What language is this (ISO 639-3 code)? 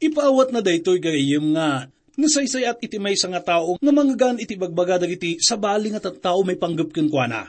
ilo